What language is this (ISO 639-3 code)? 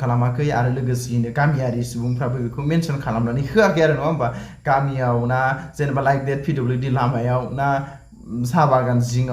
brx